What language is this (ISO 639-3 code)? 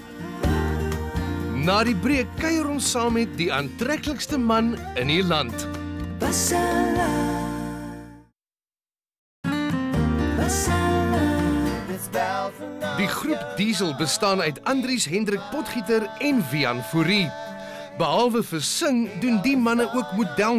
afr